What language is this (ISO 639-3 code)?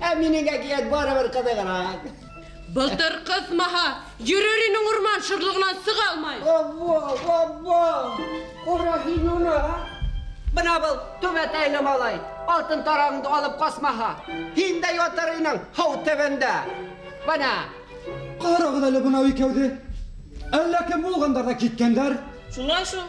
bak